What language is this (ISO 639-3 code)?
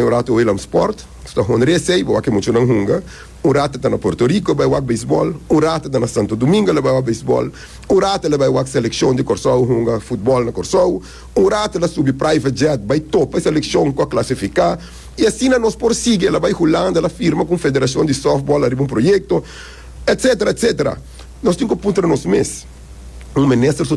pap